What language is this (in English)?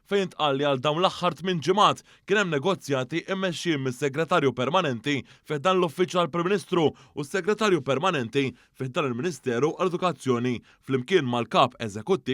Maltese